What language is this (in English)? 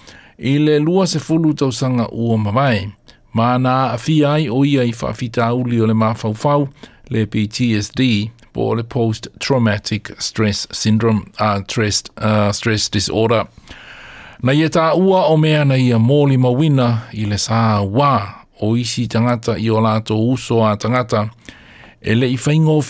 Samoan